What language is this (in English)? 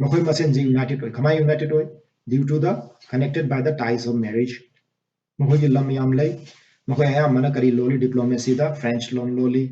Manipuri